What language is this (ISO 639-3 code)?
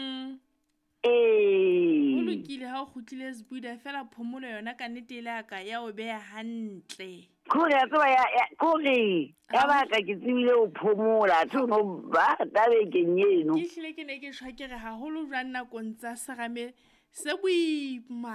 sot